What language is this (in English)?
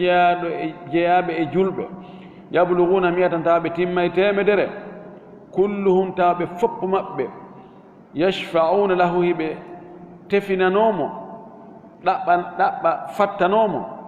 Fula